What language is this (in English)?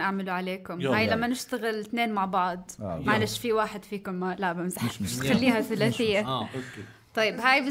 North Levantine Arabic